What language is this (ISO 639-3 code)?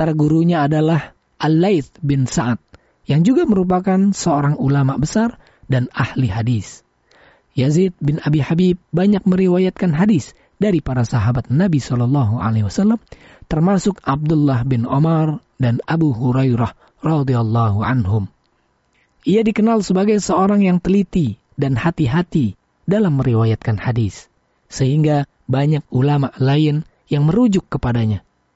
ind